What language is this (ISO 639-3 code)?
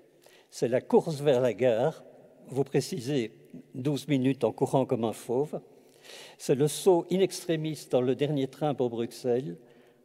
fra